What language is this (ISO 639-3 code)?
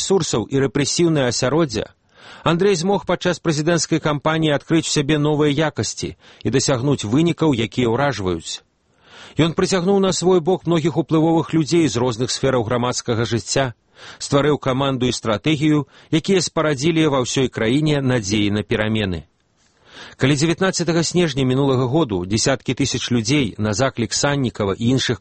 bel